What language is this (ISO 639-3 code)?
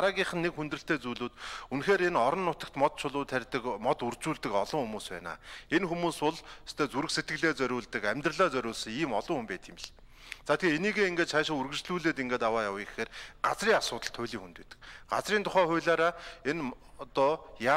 mon